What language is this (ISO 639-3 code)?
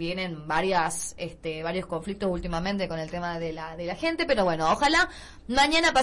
spa